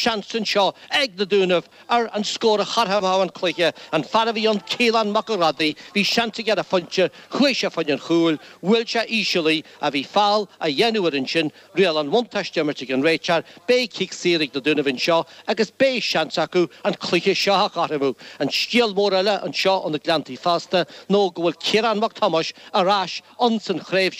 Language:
Irish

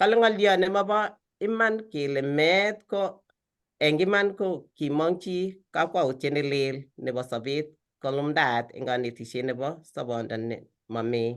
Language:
Kalenjin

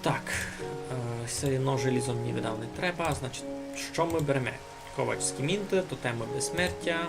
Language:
Rusyn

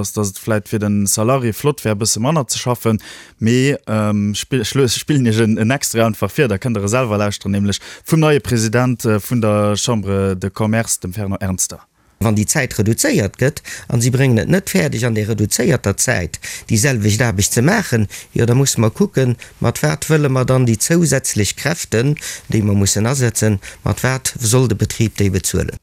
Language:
Luxembourgish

